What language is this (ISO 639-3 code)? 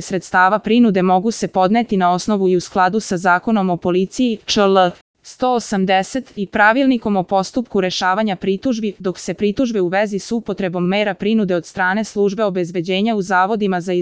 srp